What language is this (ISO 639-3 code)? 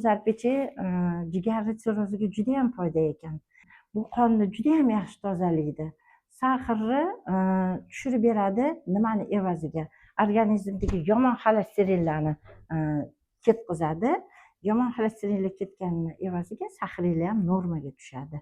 uzb